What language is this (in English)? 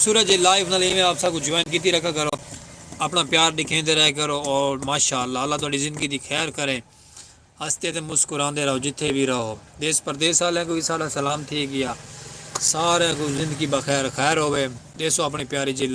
Saraiki